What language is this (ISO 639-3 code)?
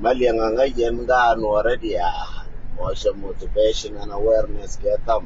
nus